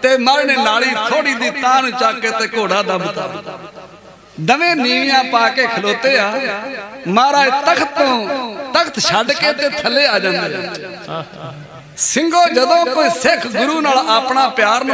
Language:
Punjabi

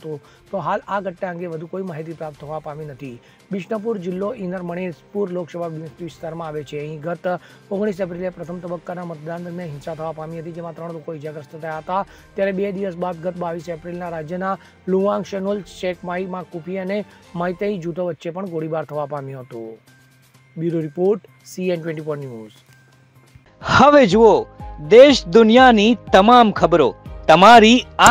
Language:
Gujarati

